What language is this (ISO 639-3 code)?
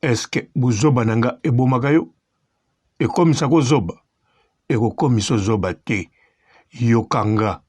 lin